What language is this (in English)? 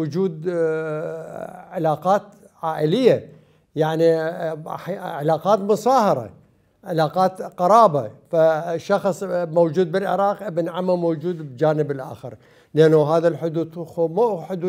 Mesopotamian Arabic